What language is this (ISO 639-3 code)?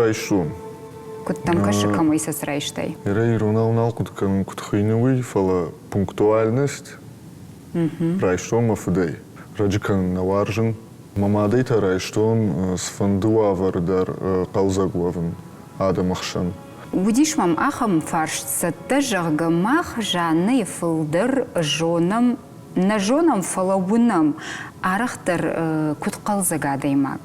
oss